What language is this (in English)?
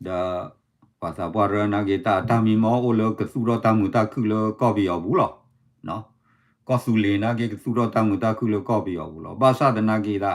S'gaw Karen